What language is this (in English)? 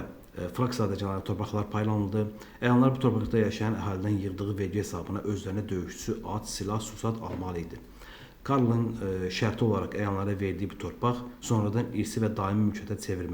Azerbaijani